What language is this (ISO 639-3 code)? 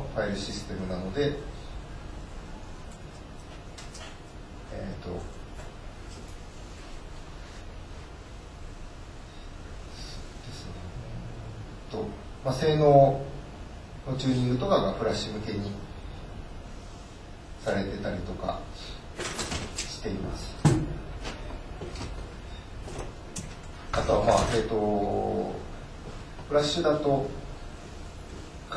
jpn